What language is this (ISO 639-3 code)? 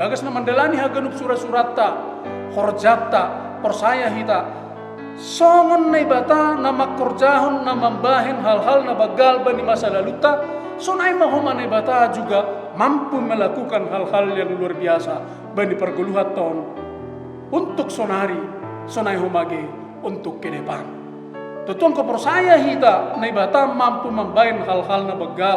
bts